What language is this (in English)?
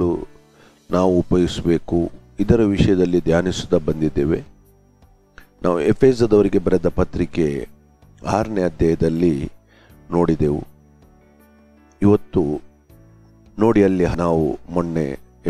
Kannada